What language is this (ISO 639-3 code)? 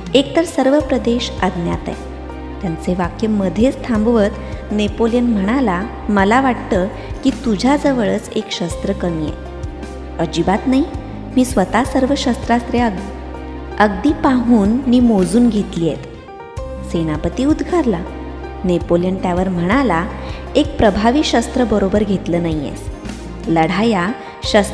mar